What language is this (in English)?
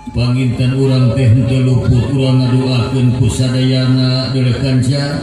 Sundanese